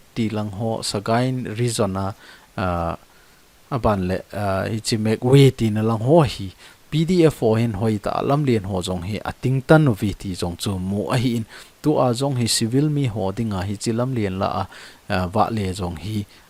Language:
Thado Chin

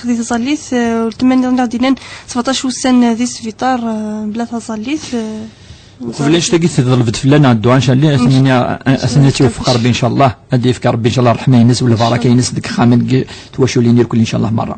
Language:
Kabyle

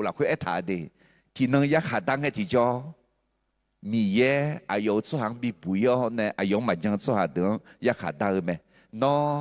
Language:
Akha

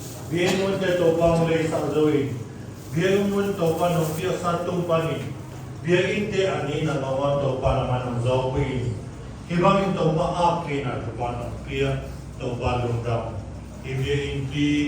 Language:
Siyin Chin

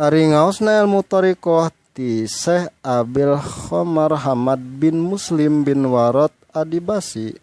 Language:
Sundanese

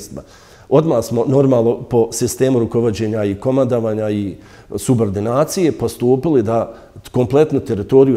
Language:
Bosnian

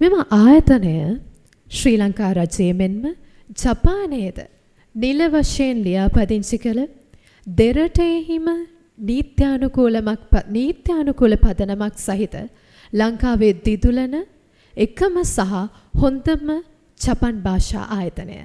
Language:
Sinhala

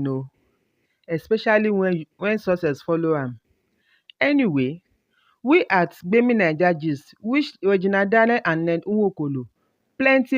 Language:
Nigerian Pidgin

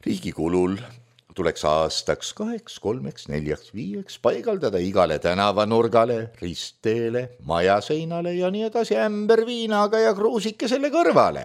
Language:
Estonian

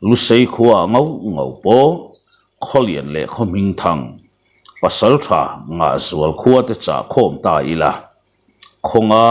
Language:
Mizo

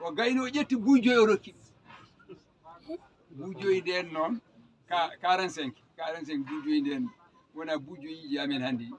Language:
Fula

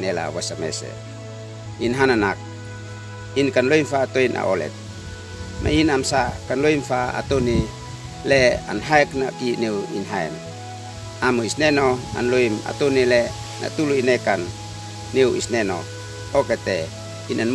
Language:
Uab Meto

